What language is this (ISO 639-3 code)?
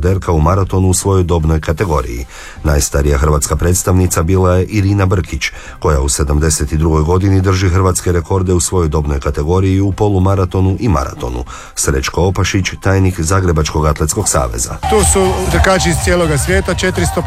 hrv